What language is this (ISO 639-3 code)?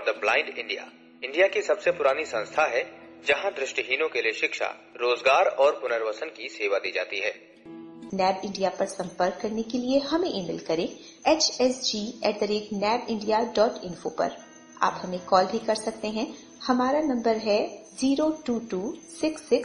hin